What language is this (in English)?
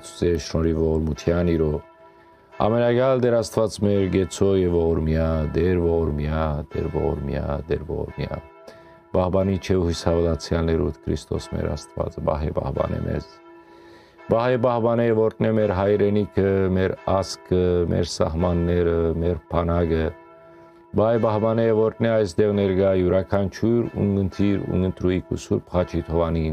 Western Armenian